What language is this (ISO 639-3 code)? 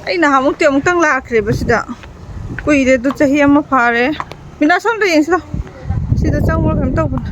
mni